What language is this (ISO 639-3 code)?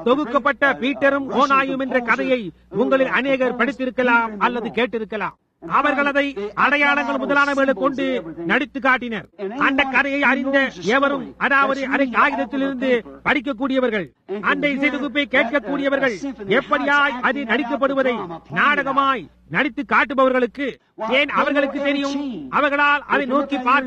tam